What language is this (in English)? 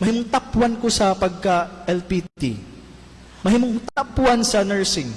Cebuano